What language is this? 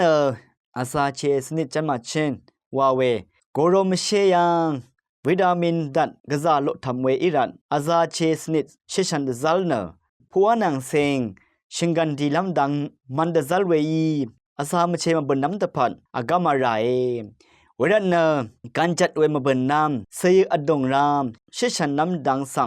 Rawang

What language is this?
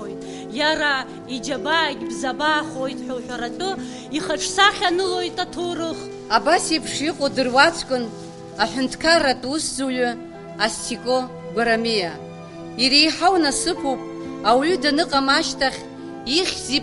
Abkhazian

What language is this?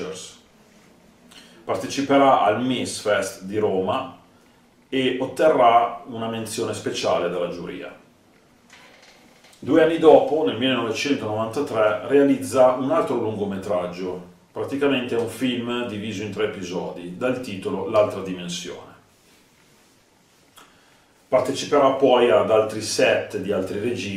Italian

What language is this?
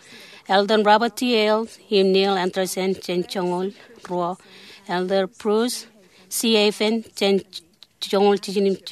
Marshallese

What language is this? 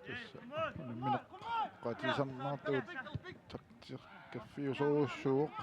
Kalaallisut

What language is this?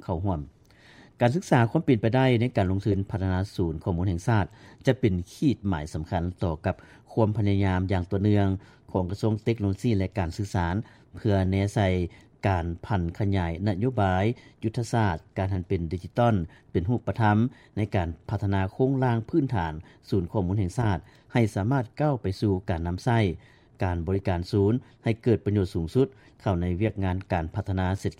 Lao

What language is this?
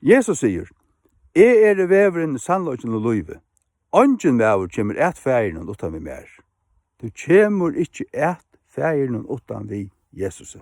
Faroese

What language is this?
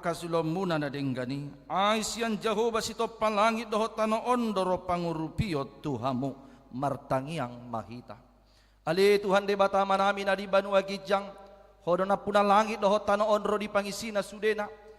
Batak Toba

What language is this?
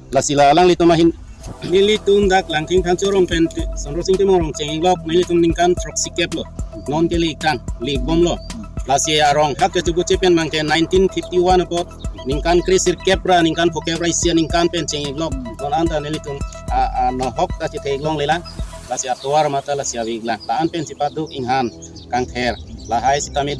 Karbi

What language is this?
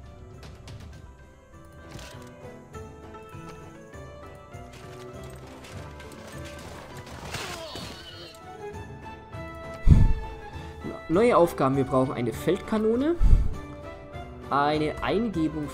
German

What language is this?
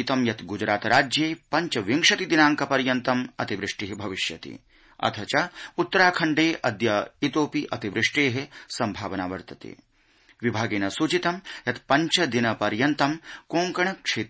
Sanskrit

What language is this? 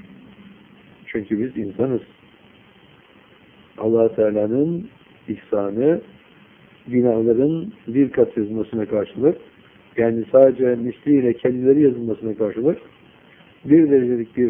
Turkish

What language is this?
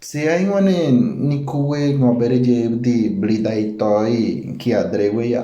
Ngäbere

